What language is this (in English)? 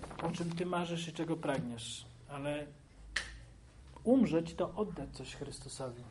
Polish